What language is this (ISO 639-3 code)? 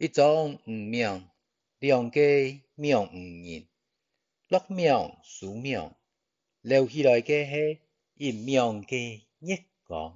hak